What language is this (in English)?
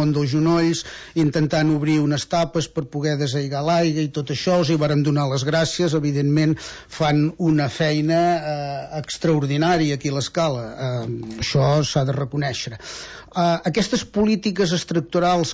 Catalan